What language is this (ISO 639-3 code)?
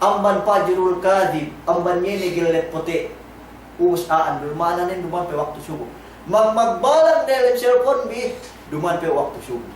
yka